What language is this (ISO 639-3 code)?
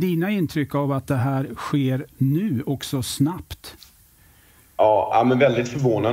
swe